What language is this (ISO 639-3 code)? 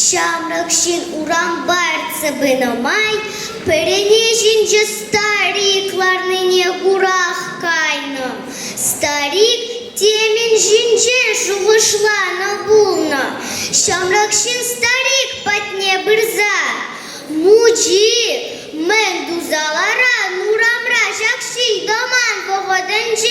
chv